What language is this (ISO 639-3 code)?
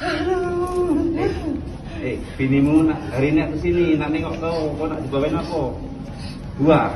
mui